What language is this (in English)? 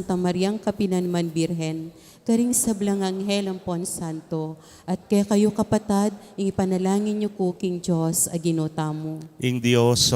Pampanga